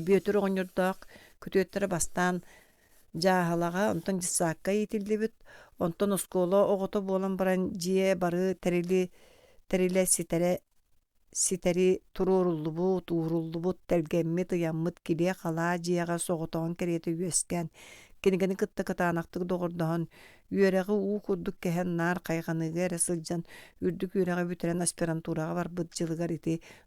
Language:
Yakut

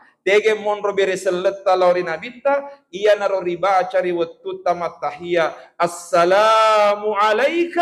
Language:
Buginese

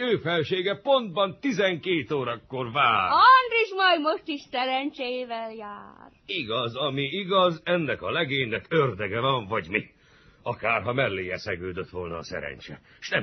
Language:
Hungarian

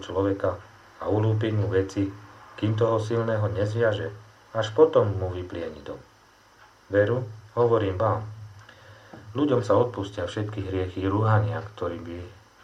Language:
Slovak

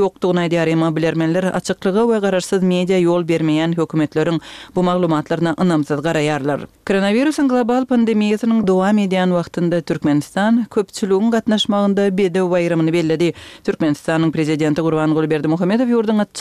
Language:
Turkmen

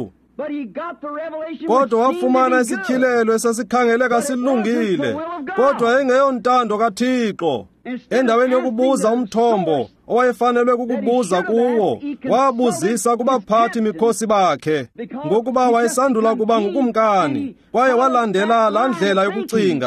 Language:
Xhosa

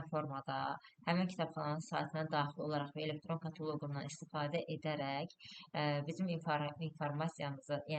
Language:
Azerbaijani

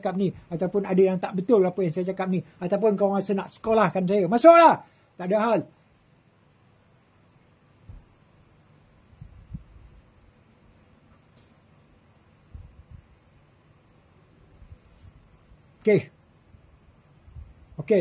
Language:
Malay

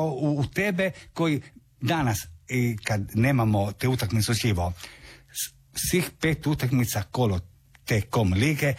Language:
Croatian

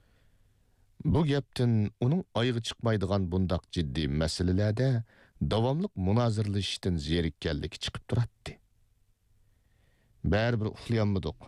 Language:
Uyghur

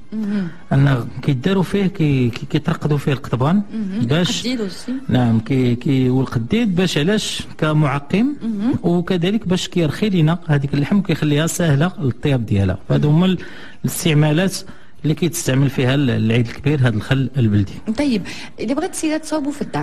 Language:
Moroccan Arabic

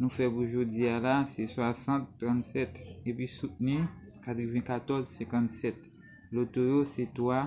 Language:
Haitian Creole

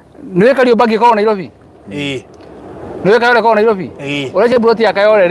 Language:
Kikuyu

